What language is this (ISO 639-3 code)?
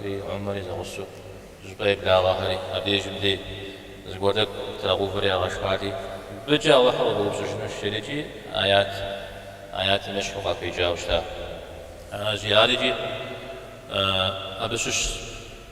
kbd